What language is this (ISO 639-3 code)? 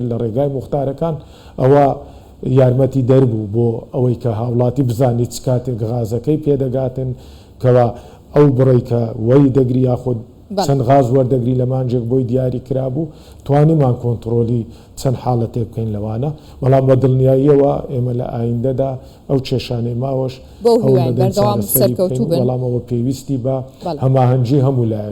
ckb